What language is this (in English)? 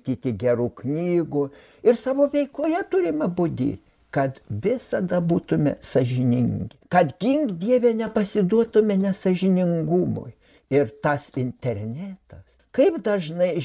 Lithuanian